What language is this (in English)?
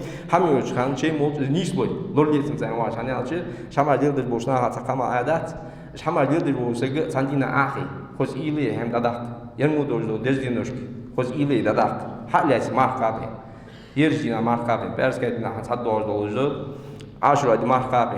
Ingush